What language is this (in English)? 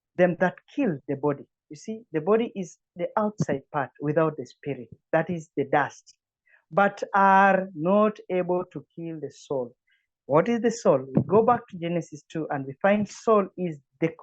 English